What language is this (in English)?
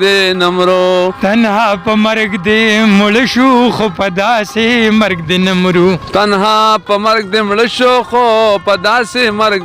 Pashto